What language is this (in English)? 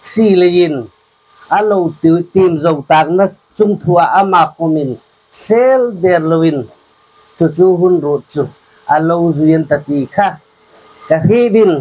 Hmar